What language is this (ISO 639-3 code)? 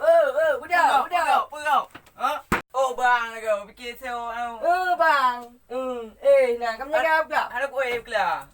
ace